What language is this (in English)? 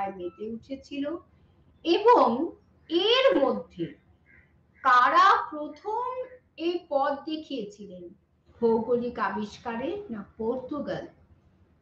Bangla